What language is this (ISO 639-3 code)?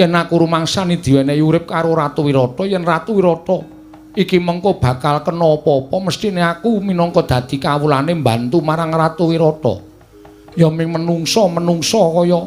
jav